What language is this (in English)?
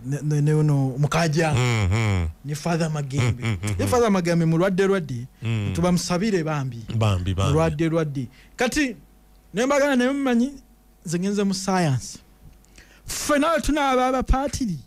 Ganda